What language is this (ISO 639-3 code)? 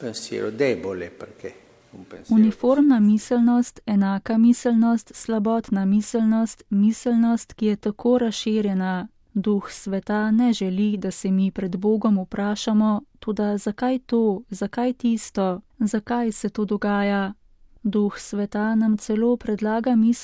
slv